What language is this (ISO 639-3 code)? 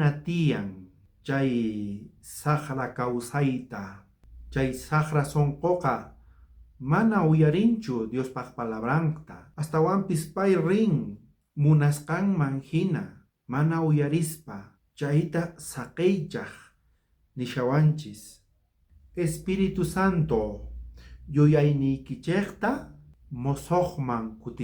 quh